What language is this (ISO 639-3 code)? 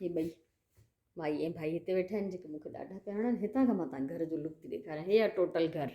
snd